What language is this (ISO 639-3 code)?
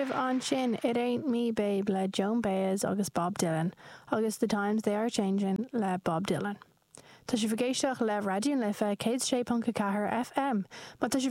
gle